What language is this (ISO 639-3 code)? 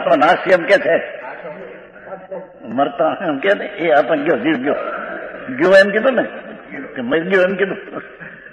guj